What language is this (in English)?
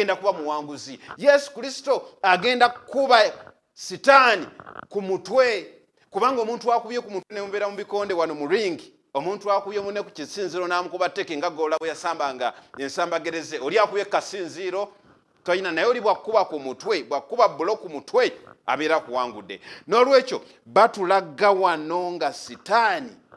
Ganda